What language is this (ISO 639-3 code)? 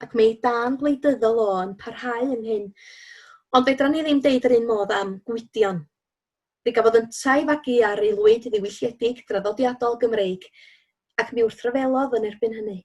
cym